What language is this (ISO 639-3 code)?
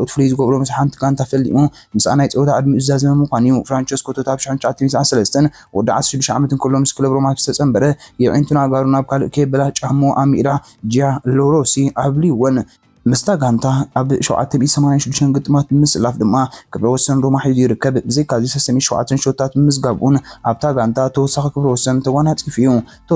tir